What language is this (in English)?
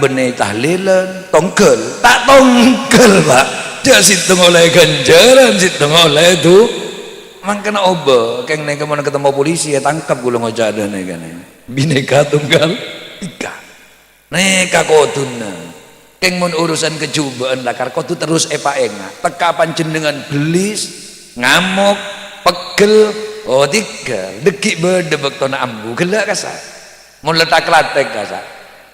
Madurese